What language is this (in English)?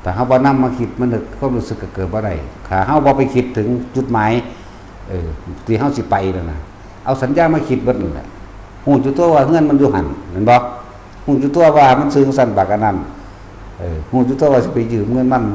Lao